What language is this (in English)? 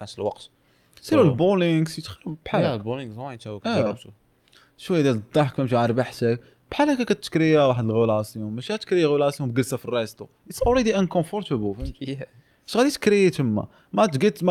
Moroccan Arabic